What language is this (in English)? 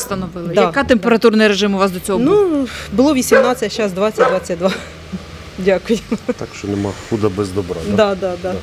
Ukrainian